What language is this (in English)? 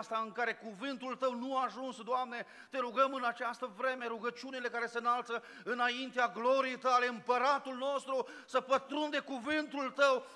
Romanian